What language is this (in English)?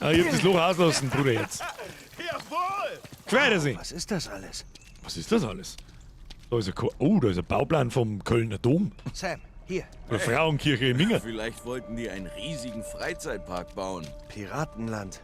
Bavarian